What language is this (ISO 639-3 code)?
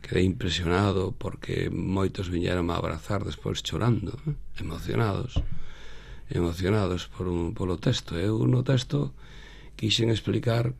glg